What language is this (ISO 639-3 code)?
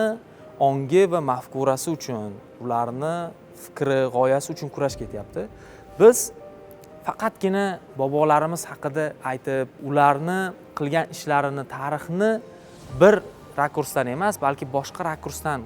uzb